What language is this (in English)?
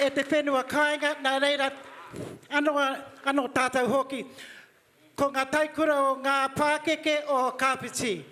Māori